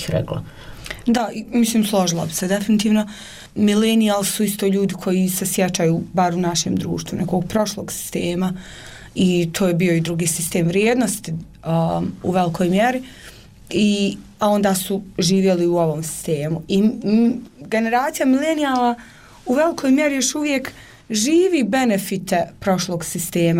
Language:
Bosnian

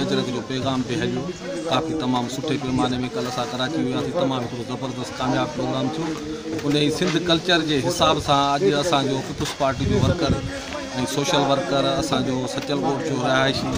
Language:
Sindhi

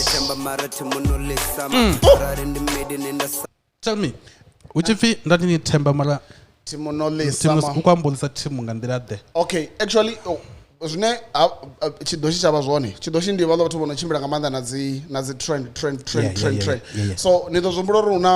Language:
Venda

